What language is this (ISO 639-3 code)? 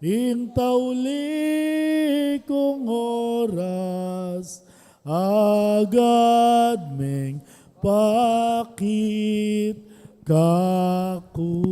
pam